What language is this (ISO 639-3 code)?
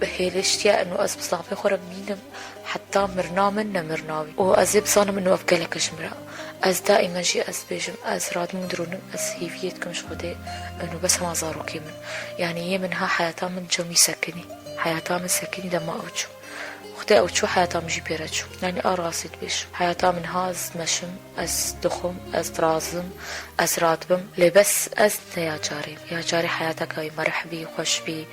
kur